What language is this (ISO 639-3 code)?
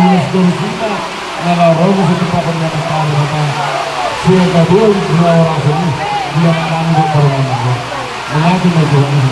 bbc